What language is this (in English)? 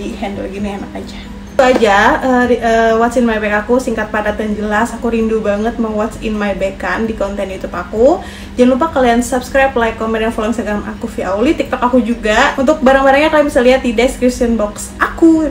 Indonesian